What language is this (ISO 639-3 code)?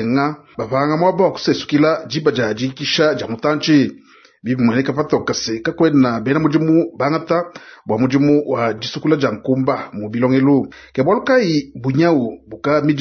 lua